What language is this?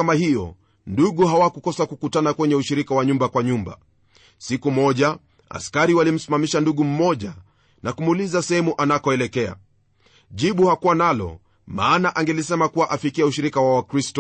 Swahili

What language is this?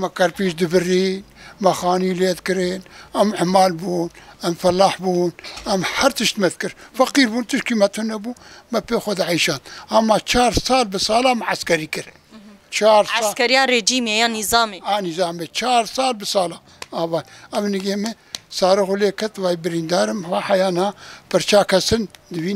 Kurdish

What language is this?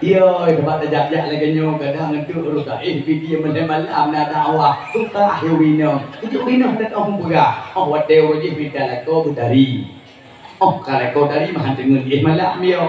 Achinese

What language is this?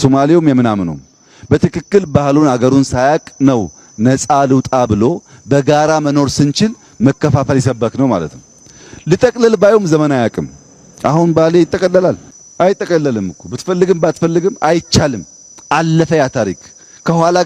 Amharic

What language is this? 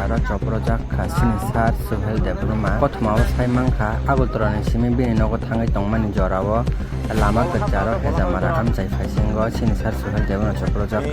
Kok Borok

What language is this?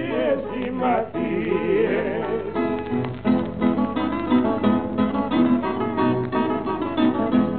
Greek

